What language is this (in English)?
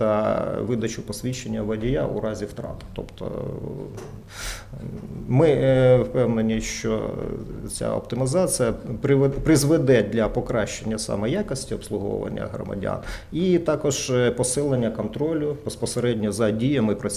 Ukrainian